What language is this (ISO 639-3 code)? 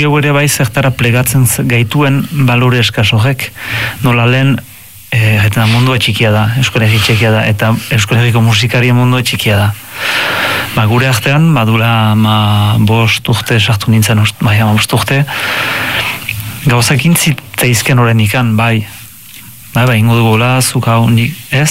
eus